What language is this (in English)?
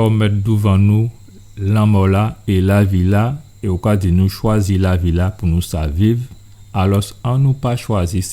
Guadeloupean Creole French